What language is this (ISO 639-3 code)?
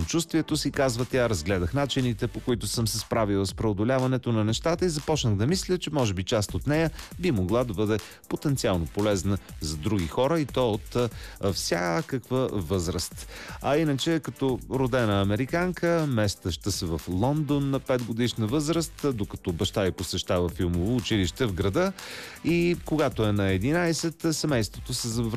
bul